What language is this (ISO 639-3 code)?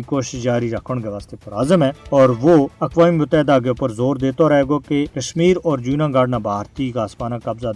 gju